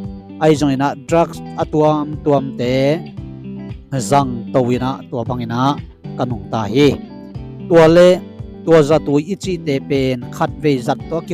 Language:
Tedim Chin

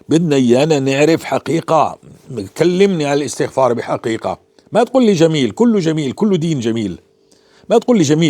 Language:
North Levantine Arabic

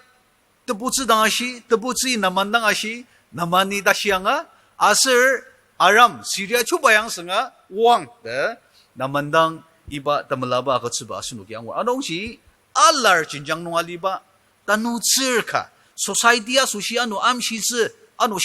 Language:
Ao Naga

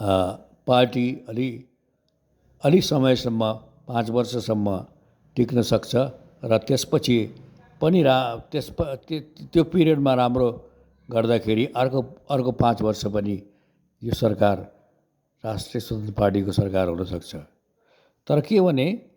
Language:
Nepali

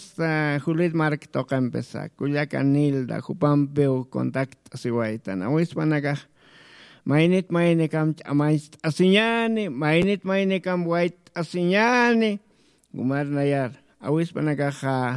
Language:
Aymara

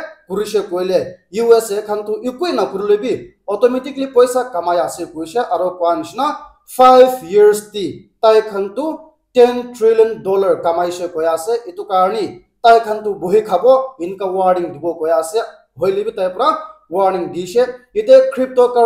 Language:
Naga Pidgin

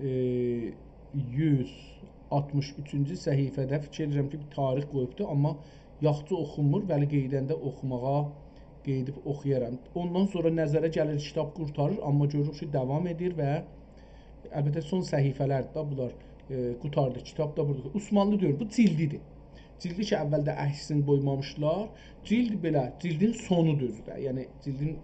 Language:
South Azerbaijani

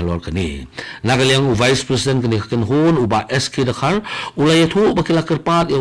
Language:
Khasi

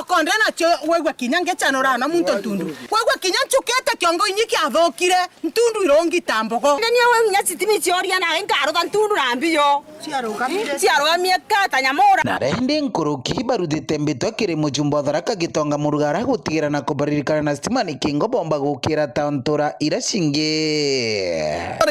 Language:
Meru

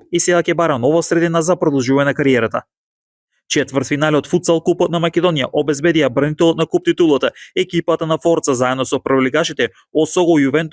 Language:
Macedonian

